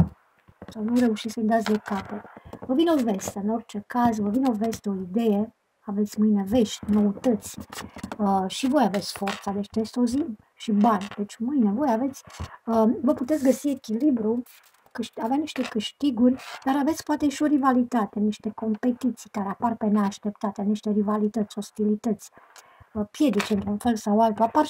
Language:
Romanian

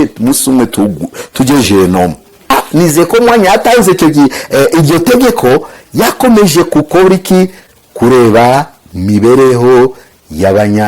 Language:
Kinyarwanda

